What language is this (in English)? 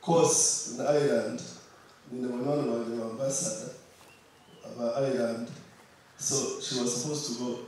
Nyankole